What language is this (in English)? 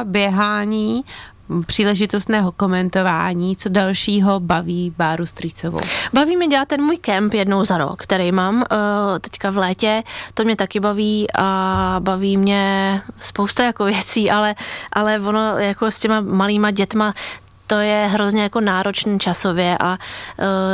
Czech